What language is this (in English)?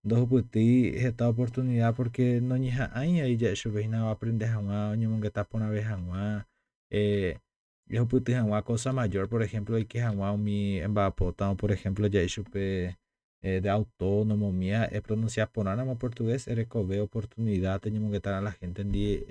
Guarani